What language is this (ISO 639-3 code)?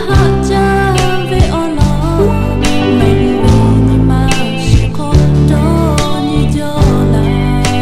lhu